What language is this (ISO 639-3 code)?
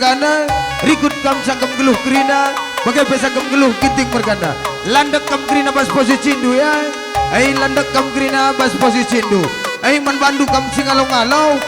btx